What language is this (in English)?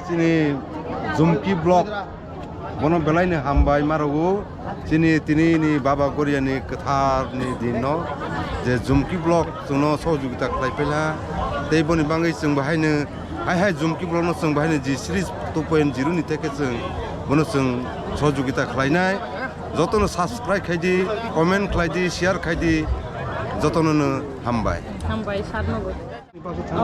Kok Borok